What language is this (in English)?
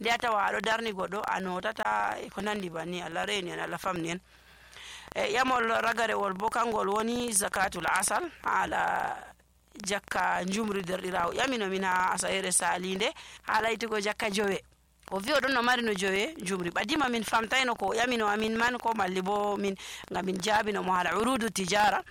Nigerian Fulfulde